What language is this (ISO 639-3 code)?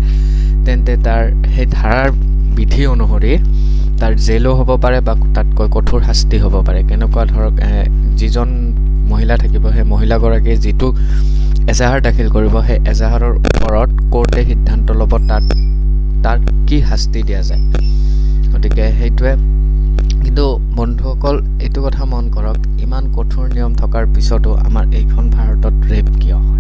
asm